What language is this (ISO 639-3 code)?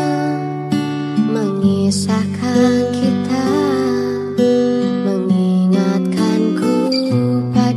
ind